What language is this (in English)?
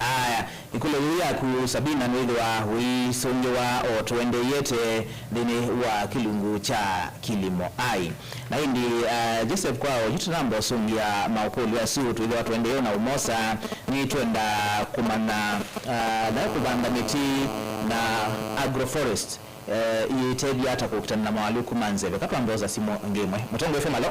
Kamba